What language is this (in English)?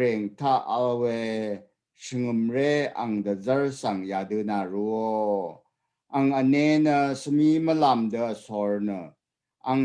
Rawang